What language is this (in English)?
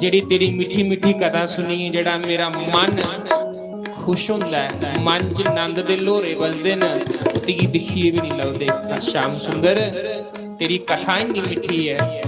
Dogri